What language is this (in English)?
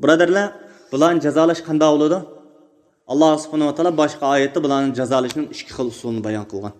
Uyghur